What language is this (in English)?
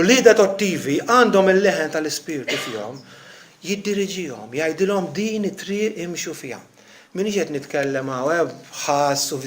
Maltese